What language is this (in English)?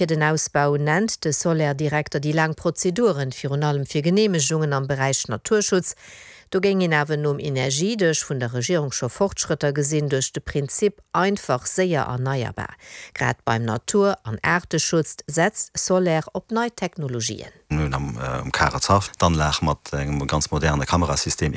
Luxembourgish